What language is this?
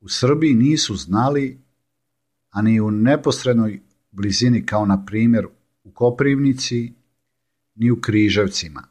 Serbian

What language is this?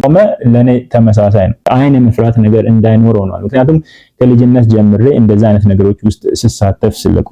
Amharic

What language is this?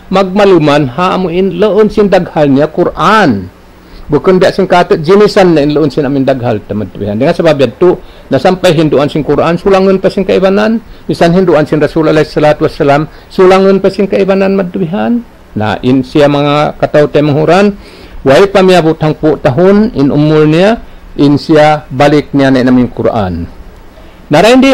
Tausug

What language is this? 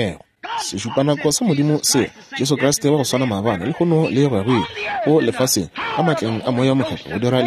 Northern Sotho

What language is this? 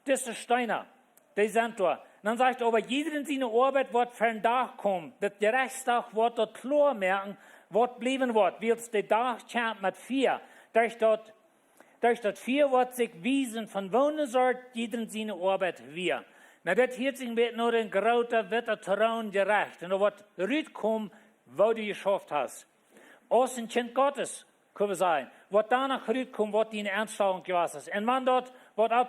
Plautdietsch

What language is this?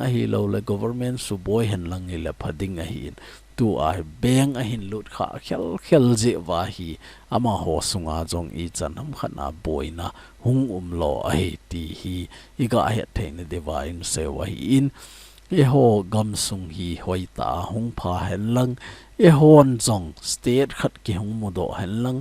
Thado Chin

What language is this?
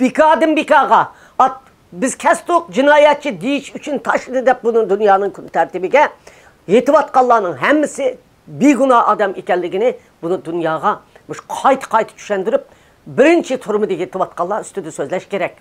Uyghur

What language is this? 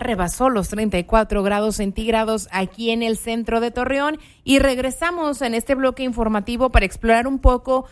Spanish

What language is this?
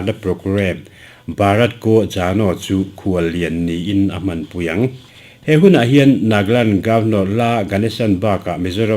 Mizo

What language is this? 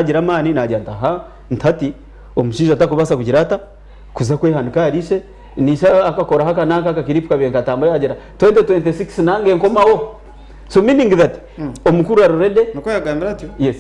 Nyankole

